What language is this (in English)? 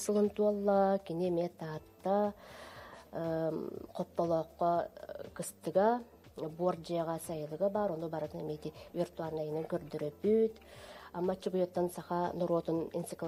Yakut